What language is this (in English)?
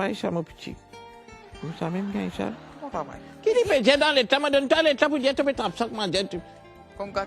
Morisyen